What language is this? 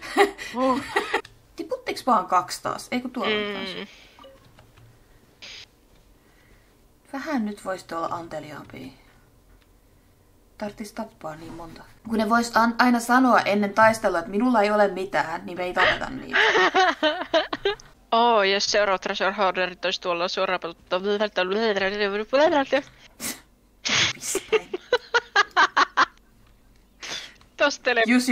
Finnish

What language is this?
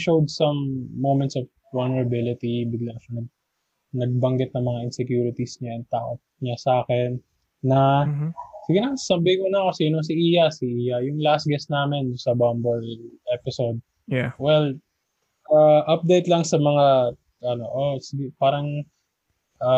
Filipino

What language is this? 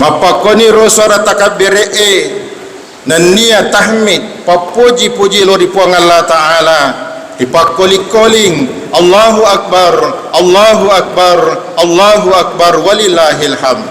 Buginese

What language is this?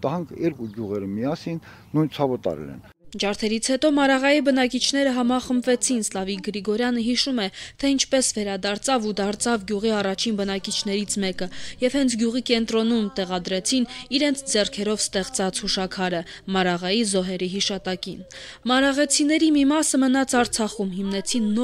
Armenian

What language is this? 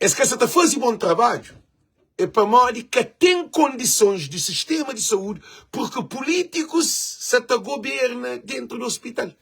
Kabuverdianu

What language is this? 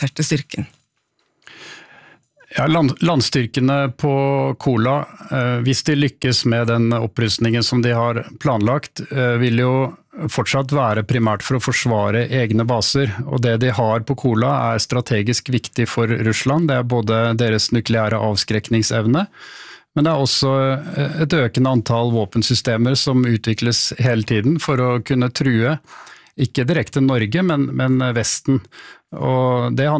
Norwegian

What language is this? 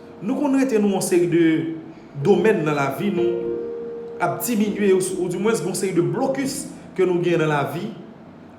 Haitian Creole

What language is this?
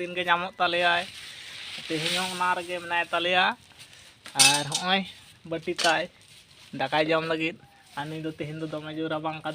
Santali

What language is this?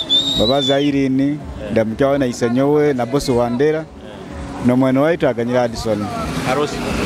Nyoro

